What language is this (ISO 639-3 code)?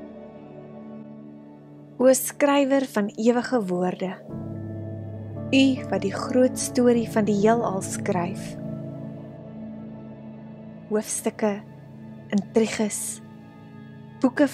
afr